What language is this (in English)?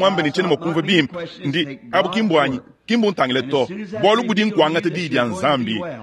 Luba-Lulua